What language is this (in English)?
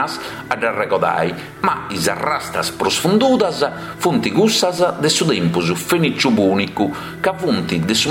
Sardinian